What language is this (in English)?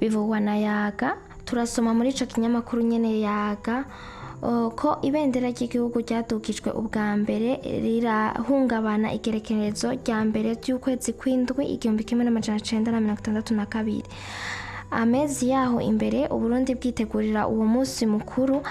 Rundi